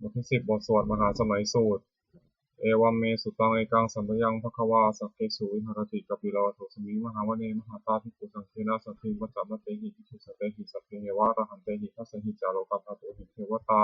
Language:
Pali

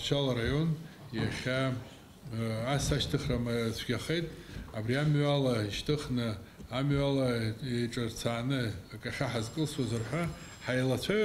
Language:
Abkhazian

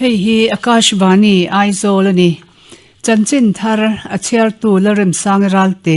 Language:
Mizo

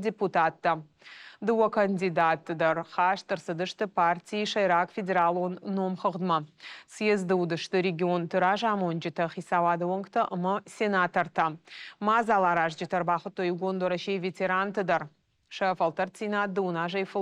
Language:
Ossetic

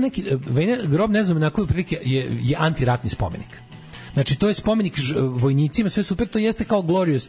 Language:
Serbian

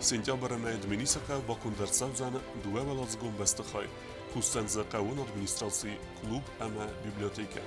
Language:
Ossetic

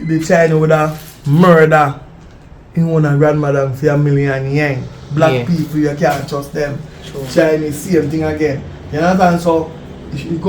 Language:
Jamaican Creole English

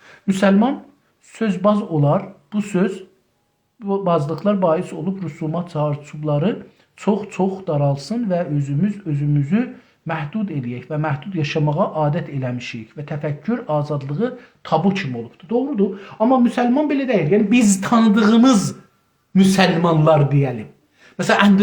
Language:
South Azerbaijani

